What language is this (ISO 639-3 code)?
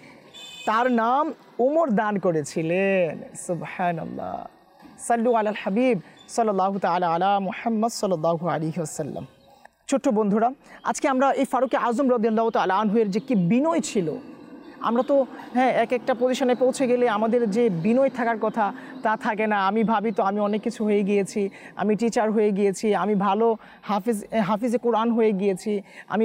ben